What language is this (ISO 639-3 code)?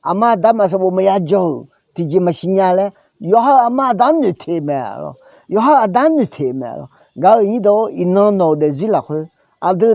ahk